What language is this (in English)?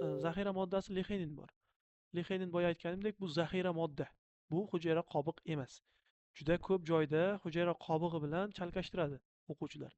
Uzbek